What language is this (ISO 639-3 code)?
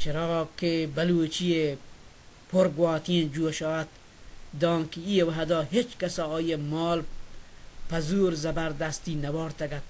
bal